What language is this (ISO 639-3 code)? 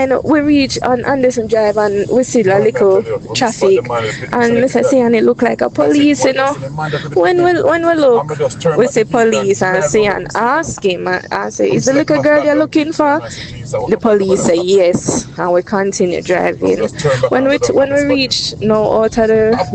jam